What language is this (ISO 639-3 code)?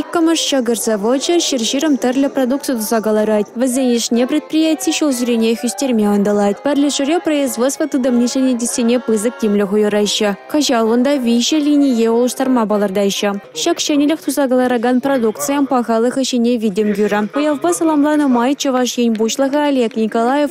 chv